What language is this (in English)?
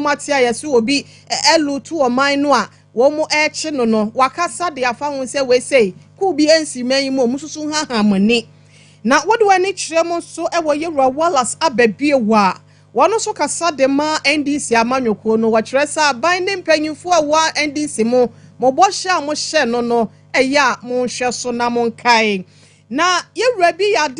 Akan